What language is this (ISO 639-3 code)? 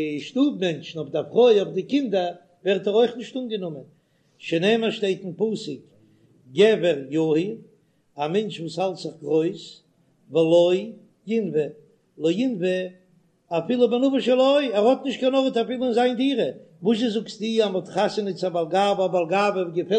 yid